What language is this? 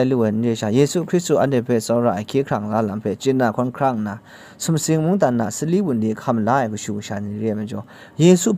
Kachin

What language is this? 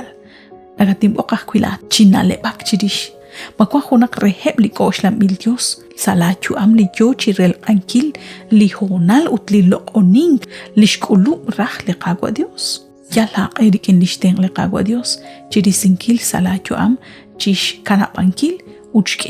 Kekchí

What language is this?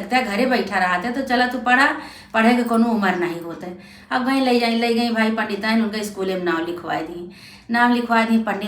Awadhi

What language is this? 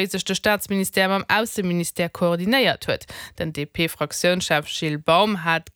Luxembourgish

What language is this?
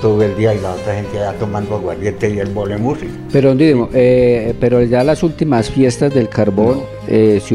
Spanish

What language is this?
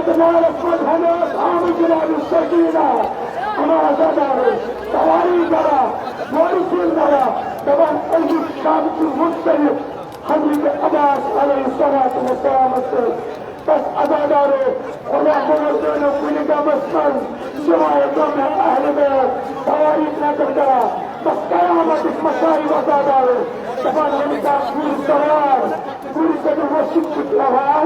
Kashmiri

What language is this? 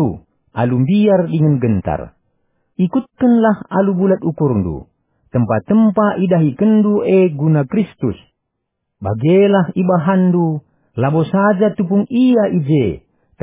Batak Karo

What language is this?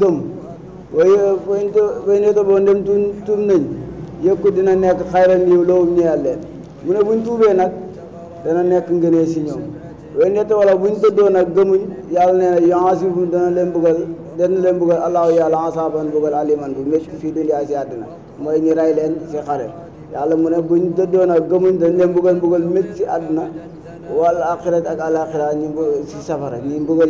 Wolof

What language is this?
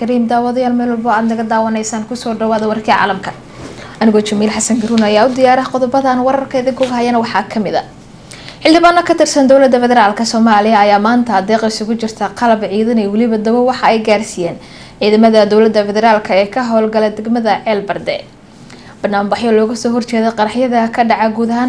Somali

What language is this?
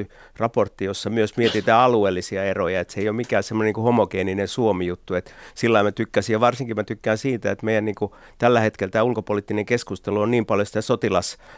Finnish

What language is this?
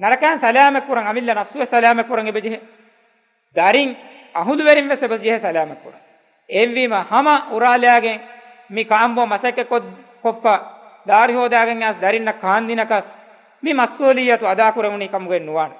Divehi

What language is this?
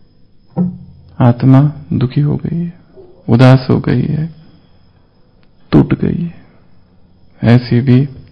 Hindi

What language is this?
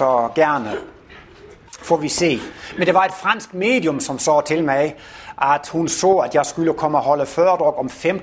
Danish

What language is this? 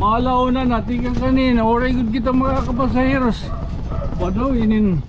Waray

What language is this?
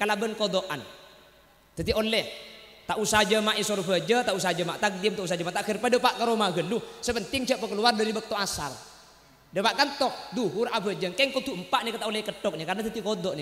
Madurese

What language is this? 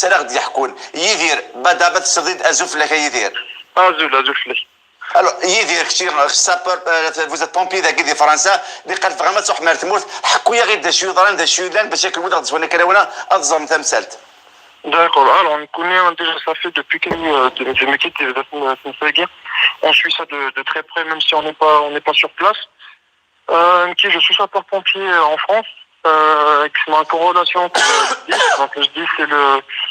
Kabyle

